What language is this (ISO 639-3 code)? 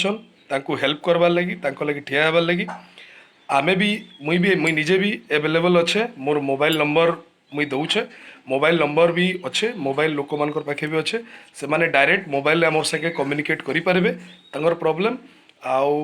ori